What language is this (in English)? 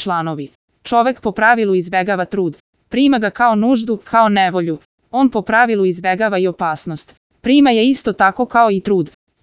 Serbian